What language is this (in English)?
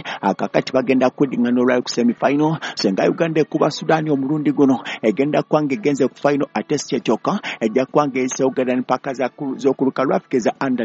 Ganda